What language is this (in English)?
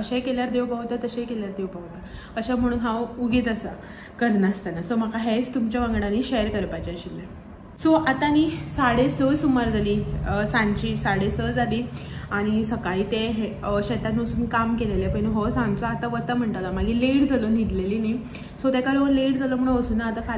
Konkani